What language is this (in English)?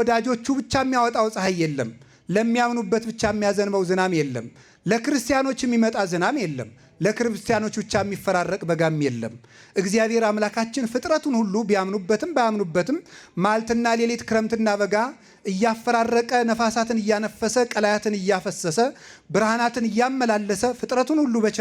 Amharic